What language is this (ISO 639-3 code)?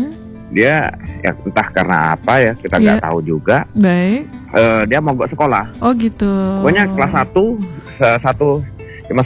ind